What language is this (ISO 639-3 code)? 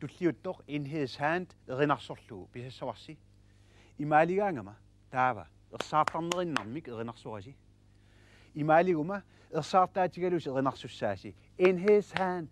kal